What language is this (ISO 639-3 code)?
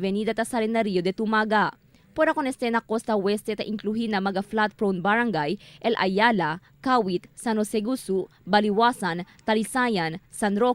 cbk